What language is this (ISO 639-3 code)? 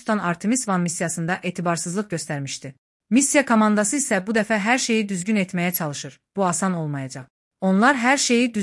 aze